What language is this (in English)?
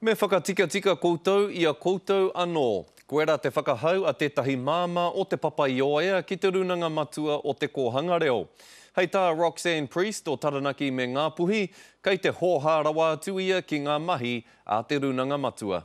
Māori